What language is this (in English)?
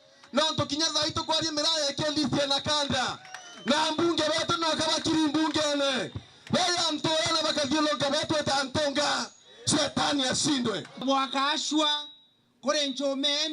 Meru